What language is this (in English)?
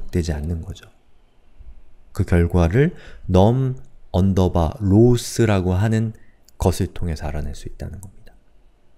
Korean